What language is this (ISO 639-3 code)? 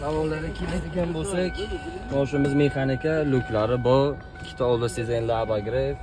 uzb